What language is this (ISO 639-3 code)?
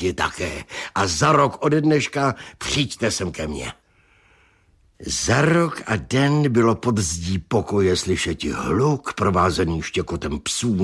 ces